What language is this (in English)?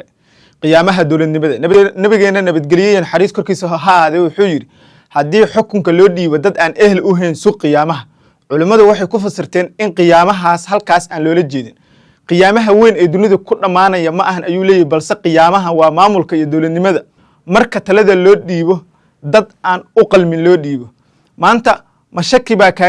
Somali